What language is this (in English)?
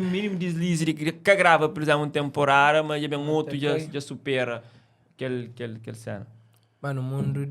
Kabuverdianu